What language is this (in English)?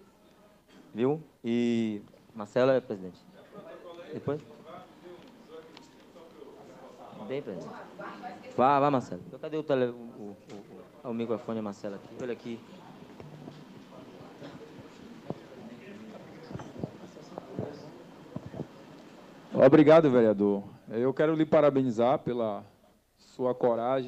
Portuguese